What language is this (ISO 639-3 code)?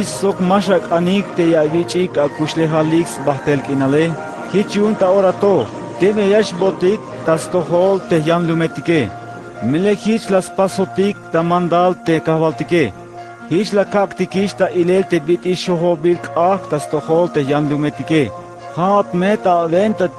tzh